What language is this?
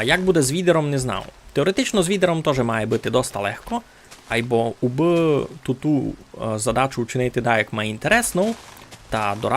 Rusyn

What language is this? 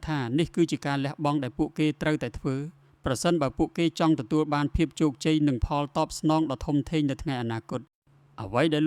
Khmer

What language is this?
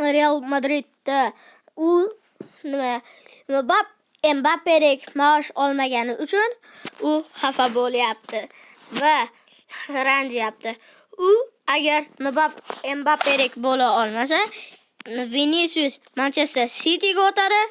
Uzbek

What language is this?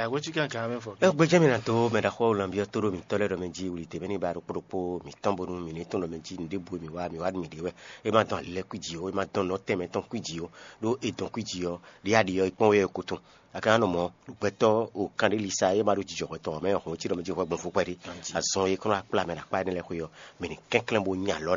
Fon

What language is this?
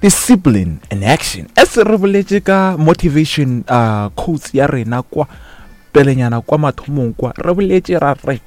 Northern Sotho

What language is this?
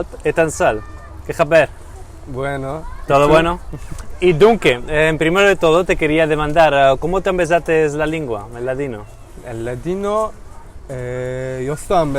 Ladino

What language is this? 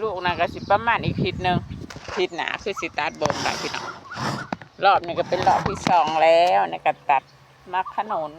Northeastern Thai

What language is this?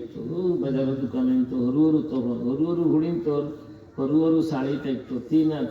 Sylheti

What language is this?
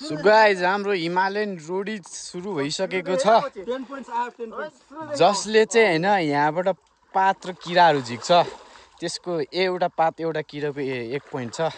Nepali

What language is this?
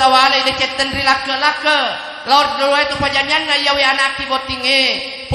Buginese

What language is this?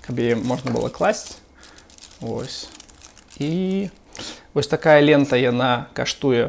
Belarusian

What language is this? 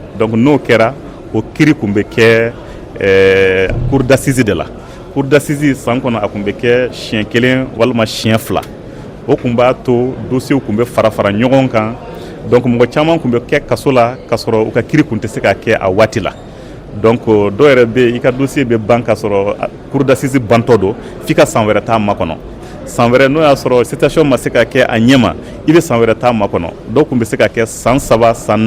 Bambara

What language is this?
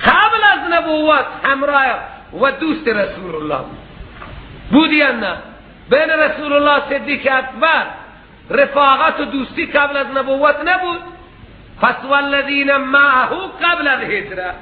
Persian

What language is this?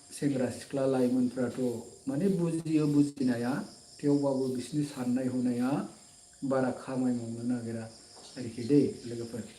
Bodo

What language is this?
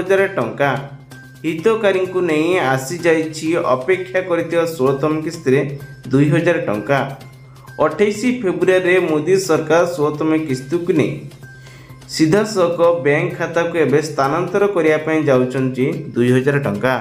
Odia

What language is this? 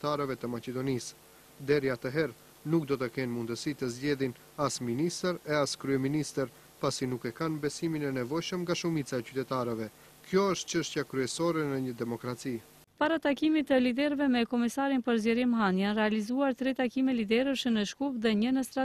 Albanian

